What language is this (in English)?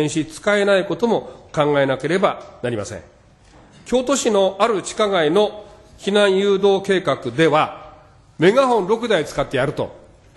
Japanese